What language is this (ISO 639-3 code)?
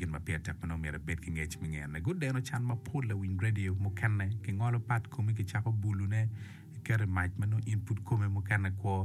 ach